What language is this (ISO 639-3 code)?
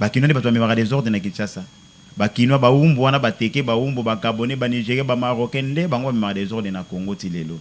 lin